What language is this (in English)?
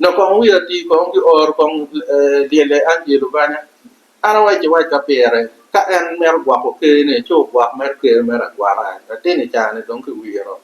Acoli